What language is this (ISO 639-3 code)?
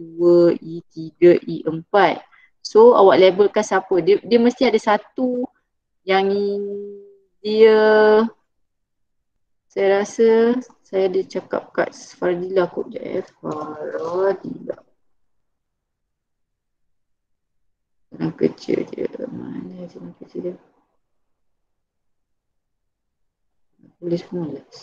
msa